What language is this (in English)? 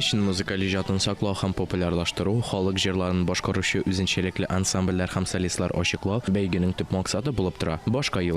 Tatar